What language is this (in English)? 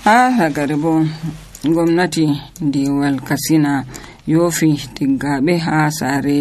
Nigerian Fulfulde